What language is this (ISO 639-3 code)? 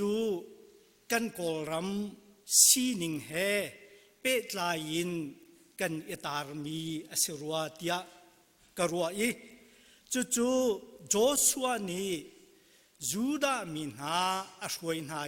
cnh